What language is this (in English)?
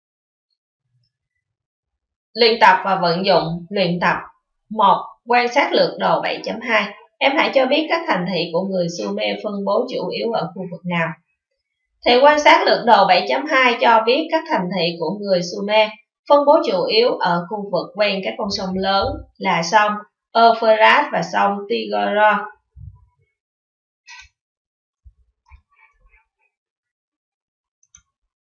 Vietnamese